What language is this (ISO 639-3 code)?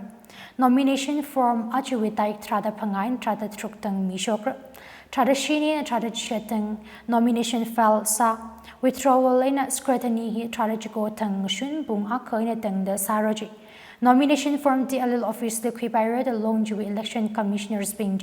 nmf